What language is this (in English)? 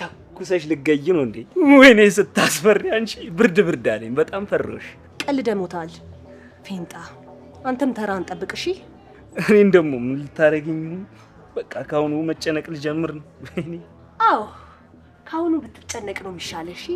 Amharic